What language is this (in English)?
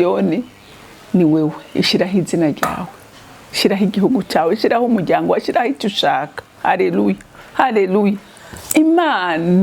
Rundi